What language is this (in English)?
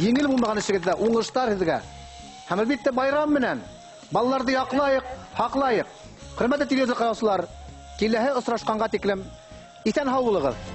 Bashkir